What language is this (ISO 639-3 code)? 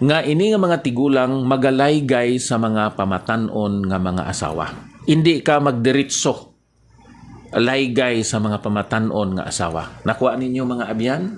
hil